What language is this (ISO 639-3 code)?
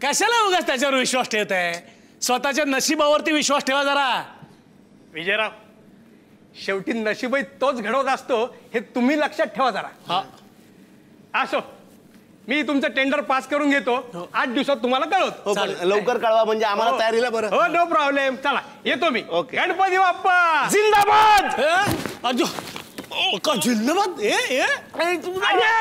mar